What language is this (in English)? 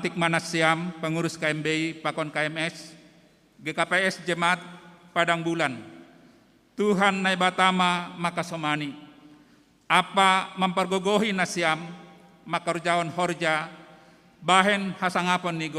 Batak Simalungun